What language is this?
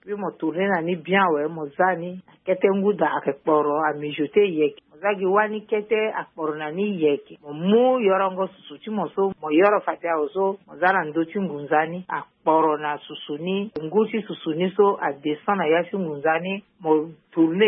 Sango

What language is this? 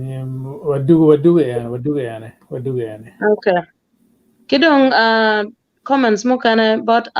Acoli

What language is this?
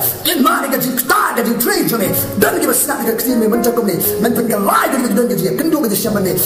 Khasi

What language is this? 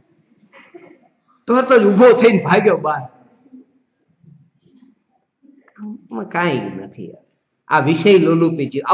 Gujarati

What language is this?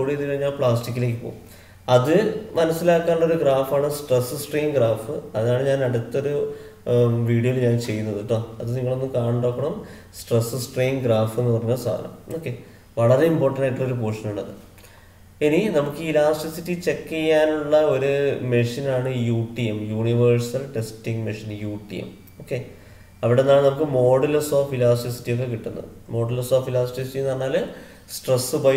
Malayalam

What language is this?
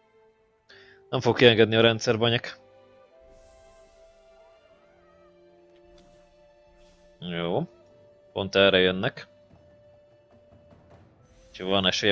Hungarian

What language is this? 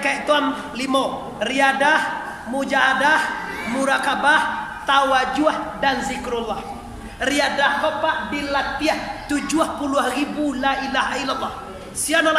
Minangkabau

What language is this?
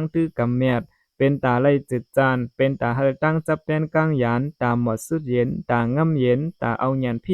Shan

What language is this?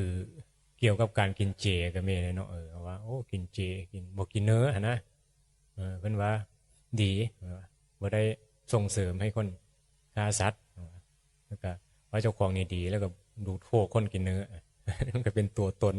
Northeastern Thai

